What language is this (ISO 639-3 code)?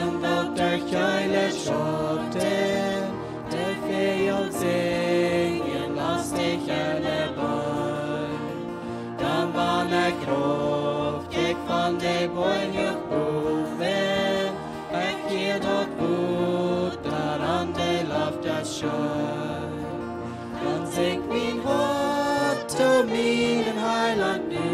pdt